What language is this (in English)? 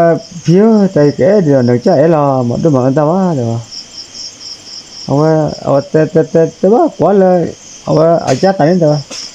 S'gaw Karen